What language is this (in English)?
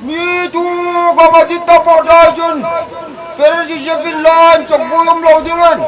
Hmar